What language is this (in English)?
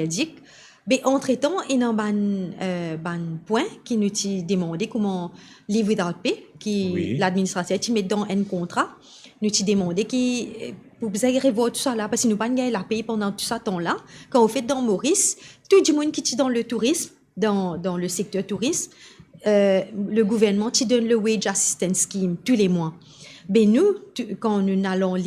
Morisyen